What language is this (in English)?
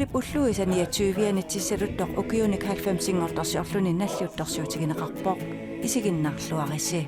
Kalaallisut